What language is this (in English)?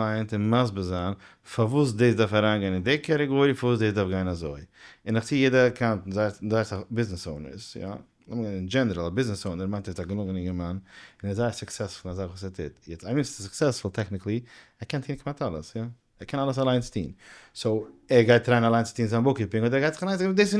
Yiddish